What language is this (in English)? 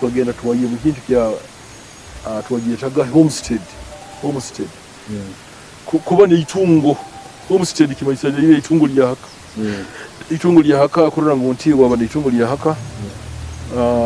Nyoro